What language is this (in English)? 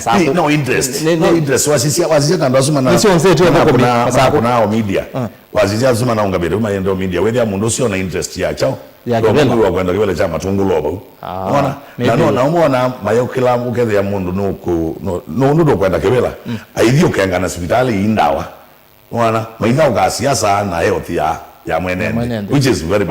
Kamba